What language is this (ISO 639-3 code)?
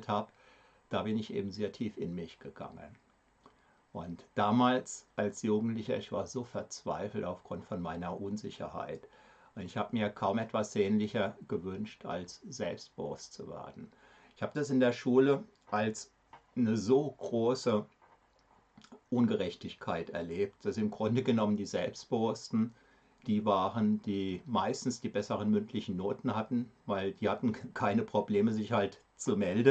deu